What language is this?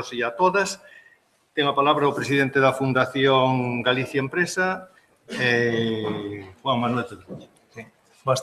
Galician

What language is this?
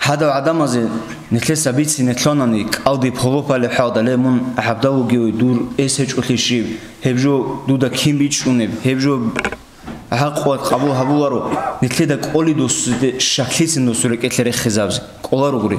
Avaric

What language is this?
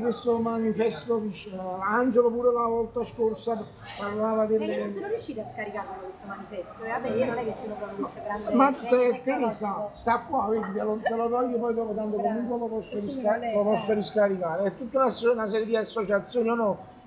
Italian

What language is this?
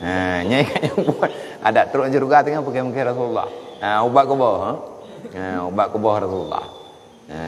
Achinese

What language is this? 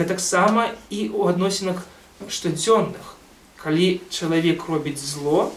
Belarusian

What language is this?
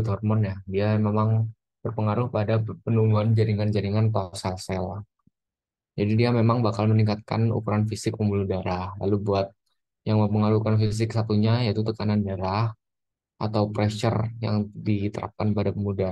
Indonesian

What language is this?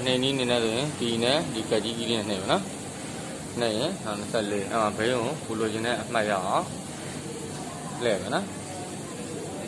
Burmese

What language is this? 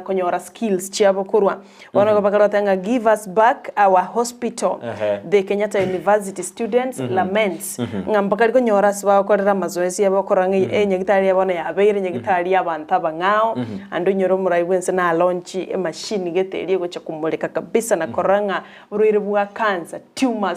Gusii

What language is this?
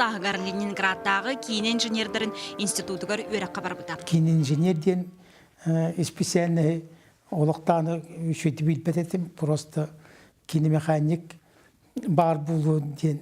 Yakut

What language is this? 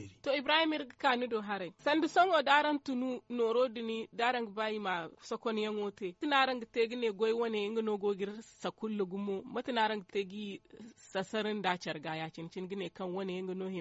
Zarma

